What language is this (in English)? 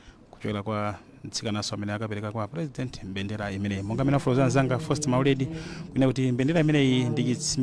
Nyanja